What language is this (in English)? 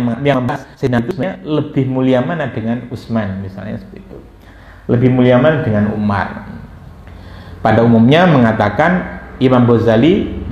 Indonesian